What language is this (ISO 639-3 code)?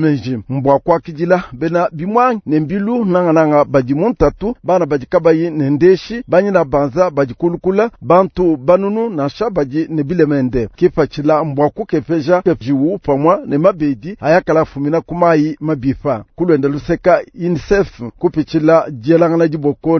lua